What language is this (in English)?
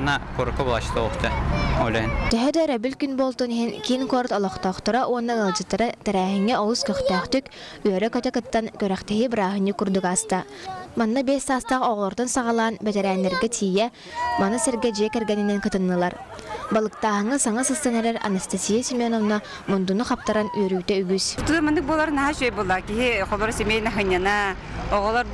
Yakut